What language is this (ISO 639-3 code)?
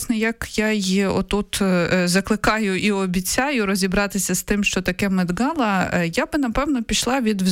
ukr